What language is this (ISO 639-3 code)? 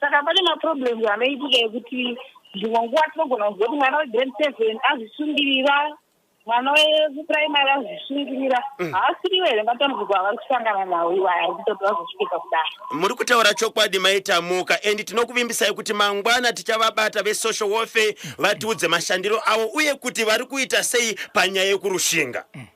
sna